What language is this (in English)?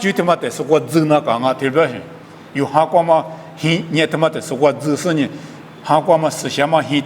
Lisu